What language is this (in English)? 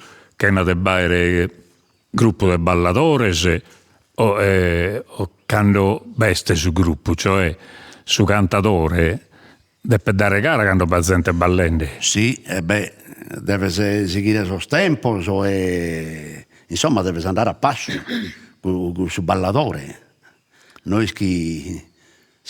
Sardinian